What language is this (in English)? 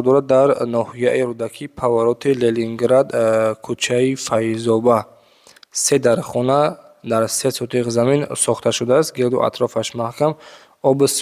Tajik